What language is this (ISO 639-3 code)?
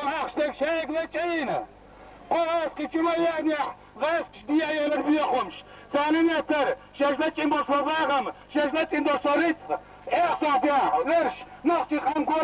che